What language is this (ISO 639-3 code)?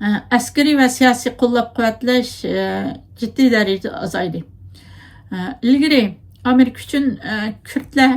uig